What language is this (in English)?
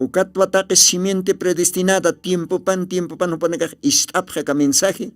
Aymara